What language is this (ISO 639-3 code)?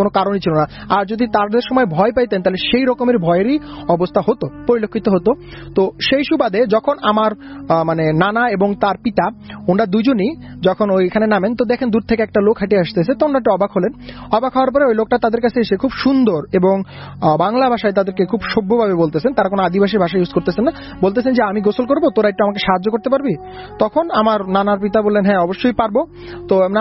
ben